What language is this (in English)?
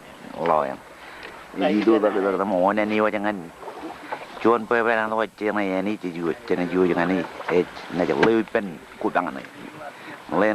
Marshallese